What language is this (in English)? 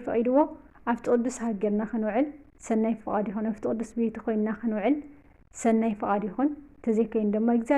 Tigrinya